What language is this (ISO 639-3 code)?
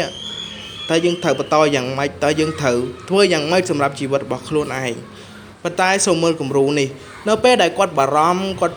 khm